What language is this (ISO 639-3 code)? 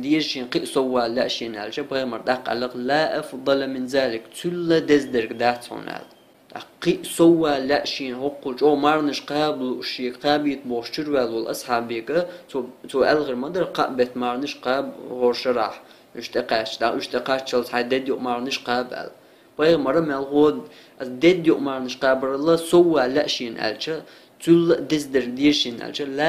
che